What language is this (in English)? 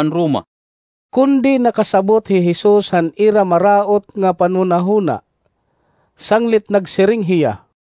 Waray